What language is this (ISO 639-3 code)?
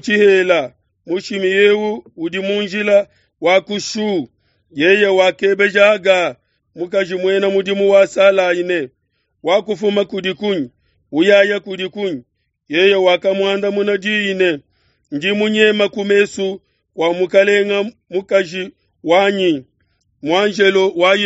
lua